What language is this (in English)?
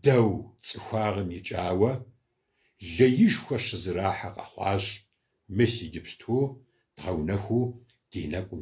Kabardian